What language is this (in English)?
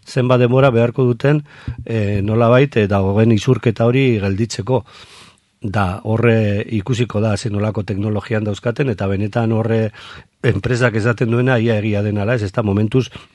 Basque